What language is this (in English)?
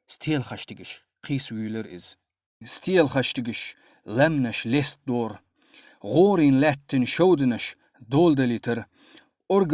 Chechen